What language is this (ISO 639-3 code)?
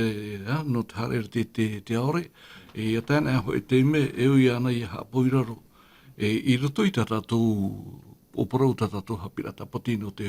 tah